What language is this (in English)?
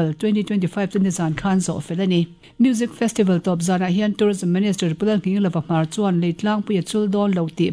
Mizo